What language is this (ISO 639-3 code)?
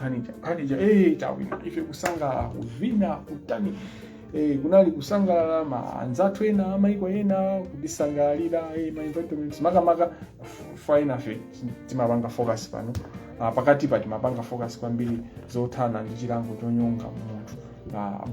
nya